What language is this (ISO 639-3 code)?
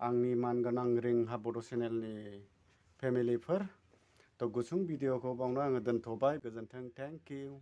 brx